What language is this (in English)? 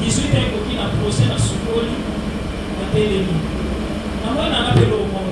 Lingala